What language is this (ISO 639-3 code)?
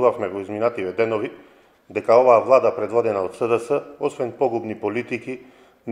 mkd